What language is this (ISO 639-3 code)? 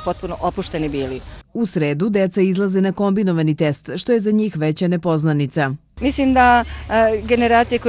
srp